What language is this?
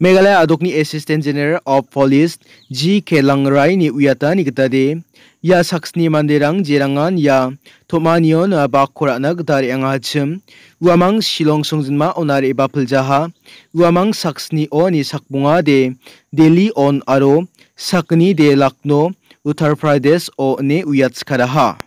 Garo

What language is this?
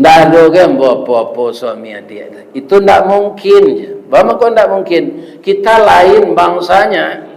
Minangkabau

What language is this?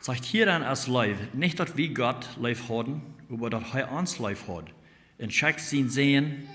Plautdietsch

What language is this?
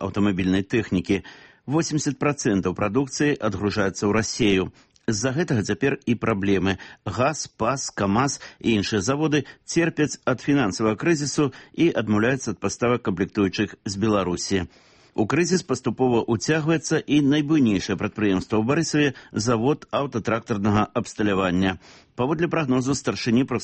Belarusian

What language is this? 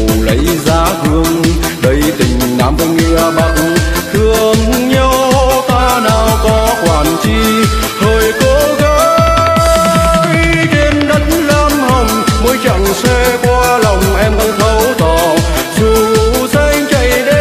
Vietnamese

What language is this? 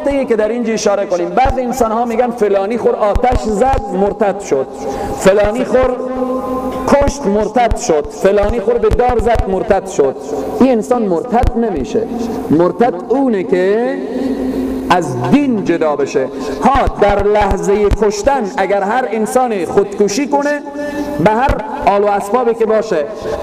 Persian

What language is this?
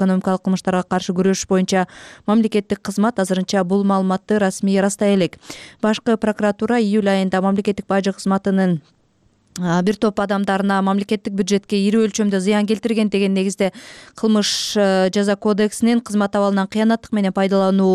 Kyrgyz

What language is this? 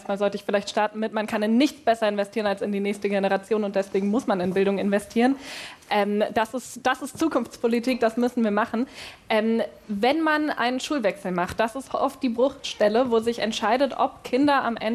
German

